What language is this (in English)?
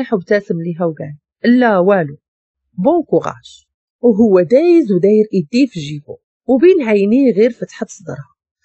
Moroccan Arabic